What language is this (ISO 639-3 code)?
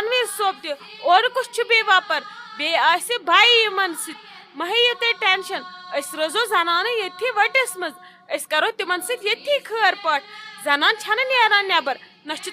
kas